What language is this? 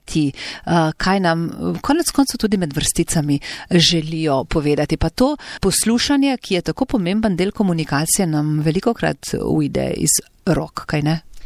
Slovenian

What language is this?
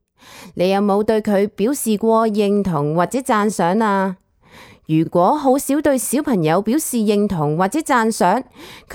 Cantonese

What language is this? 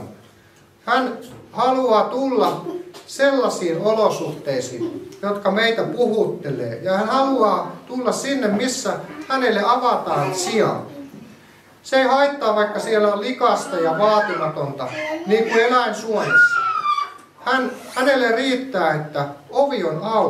Finnish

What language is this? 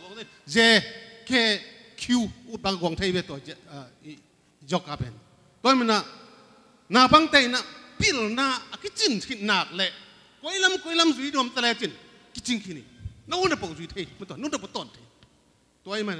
Tedim Chin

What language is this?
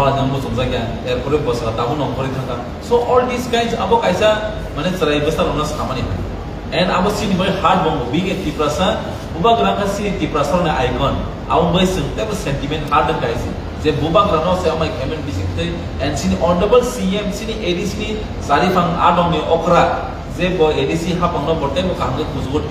Kok Borok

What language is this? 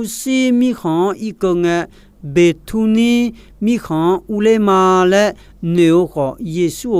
Akha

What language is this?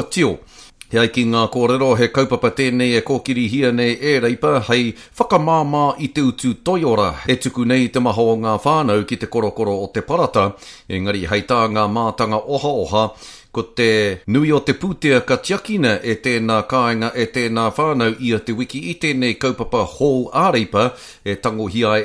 Māori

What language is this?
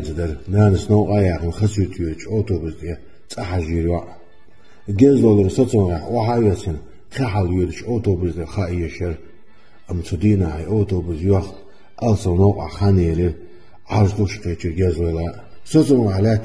Chechen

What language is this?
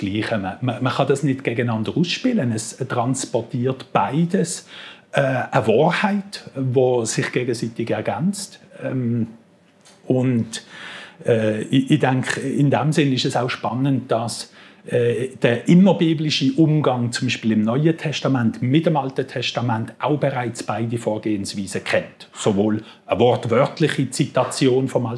Swiss German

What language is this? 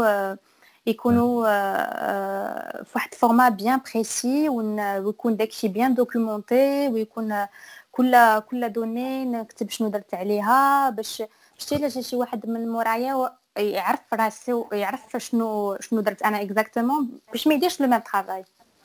Moroccan Arabic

